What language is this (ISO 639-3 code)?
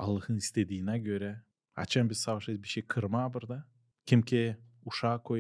gag